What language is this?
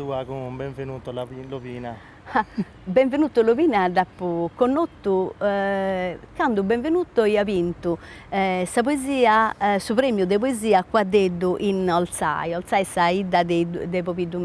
Sardinian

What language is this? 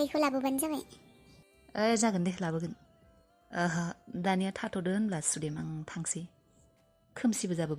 Bodo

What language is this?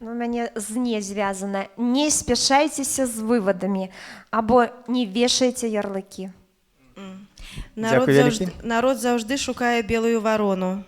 Belarusian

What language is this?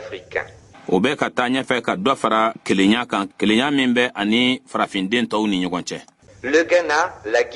Bambara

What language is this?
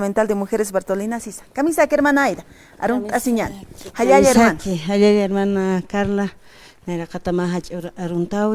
Aymara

